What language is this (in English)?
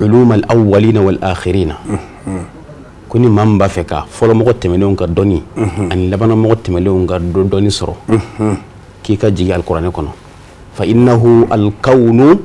Bambara